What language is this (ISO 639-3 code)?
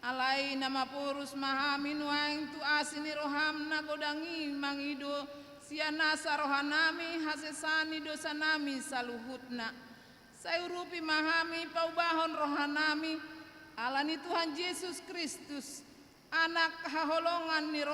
bbc